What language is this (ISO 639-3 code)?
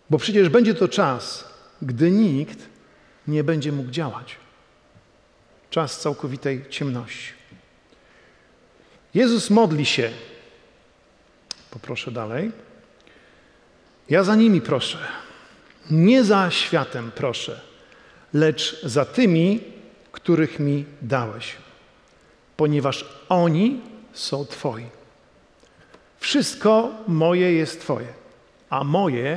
pol